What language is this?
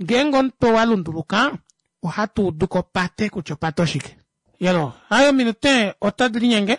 Kuanyama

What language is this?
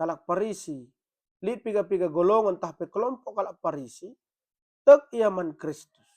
Batak Karo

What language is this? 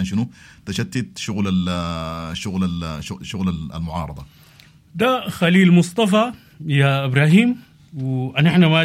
Sudanese Arabic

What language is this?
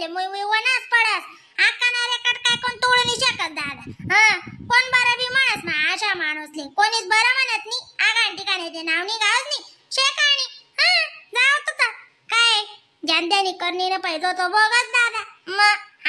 Khandesi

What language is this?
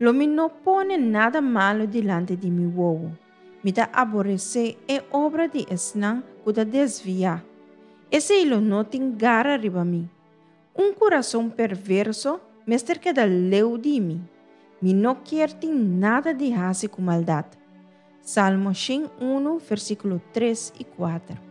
Papiamento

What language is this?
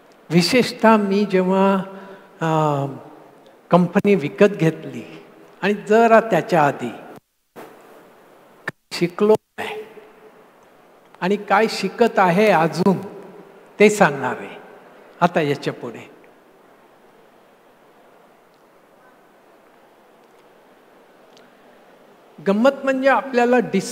Marathi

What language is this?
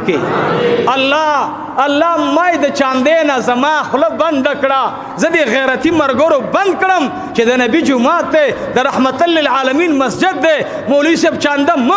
Pashto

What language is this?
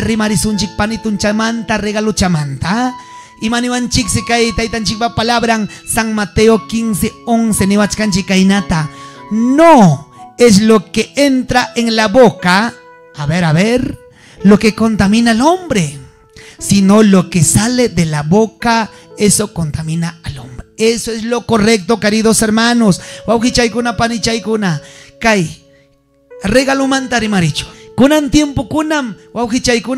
Ayacucho Quechua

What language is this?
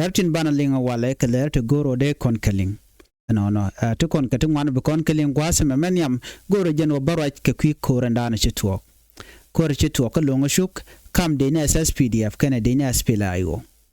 Nuer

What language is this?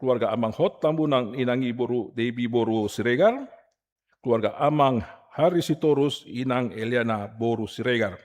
Batak Toba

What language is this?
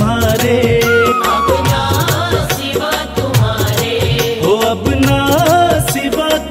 Hindi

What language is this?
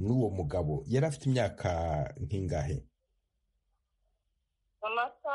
Kinyarwanda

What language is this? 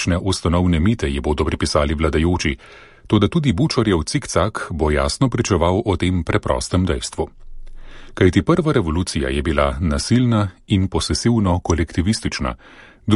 Slovenian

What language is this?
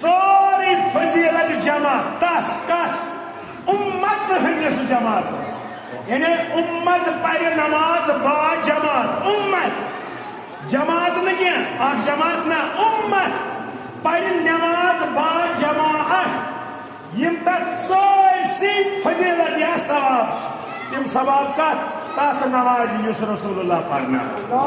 Kashmiri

